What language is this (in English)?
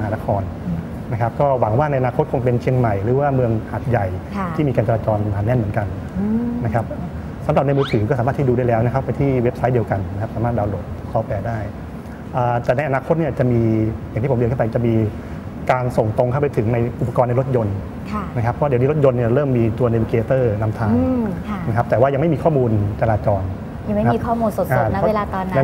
Thai